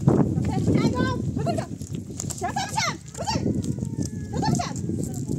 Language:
Persian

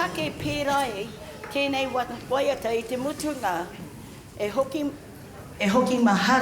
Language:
Māori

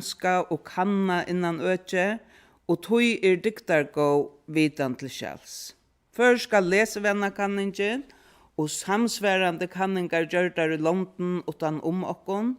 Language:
Faroese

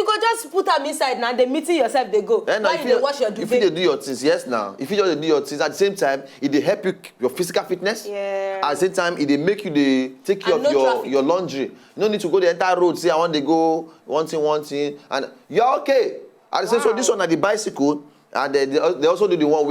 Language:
Nigerian Pidgin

